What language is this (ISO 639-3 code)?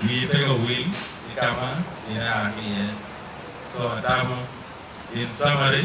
ach